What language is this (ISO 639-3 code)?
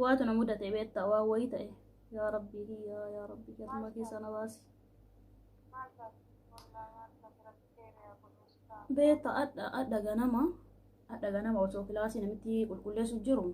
orm